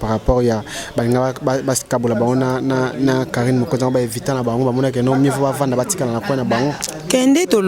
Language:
Lingala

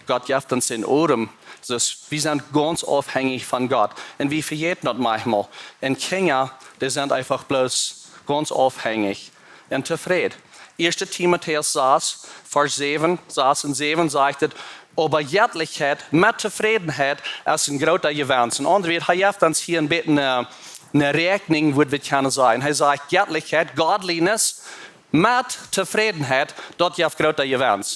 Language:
Plautdietsch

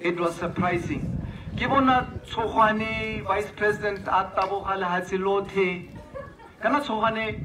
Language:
Tswana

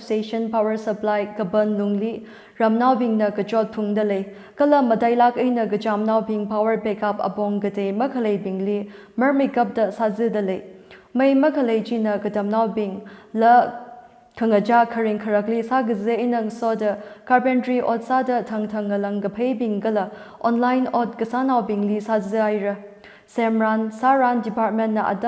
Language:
Tangkhul Naga (India)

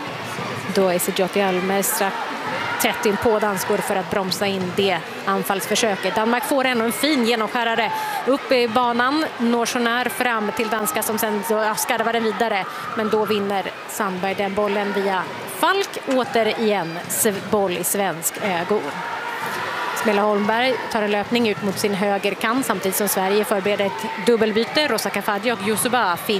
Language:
Swedish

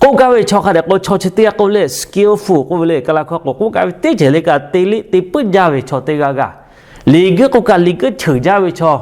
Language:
Lahu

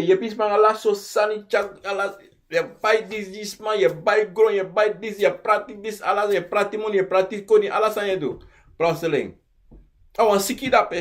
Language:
Sranan Tongo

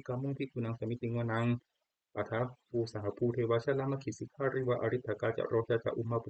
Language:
Pali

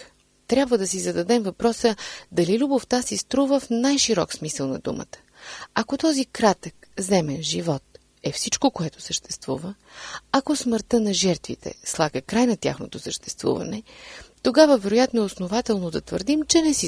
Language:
Bulgarian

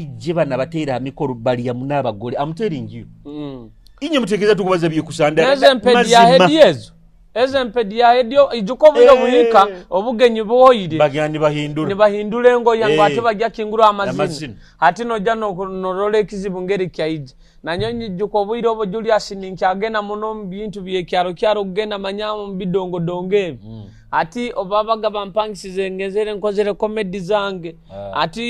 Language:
Nyoro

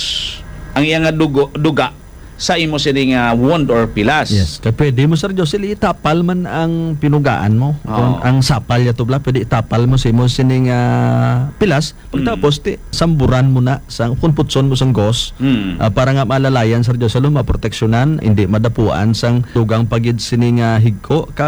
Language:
Hiligaynon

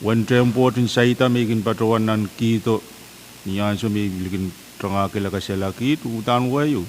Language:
Pohnpeian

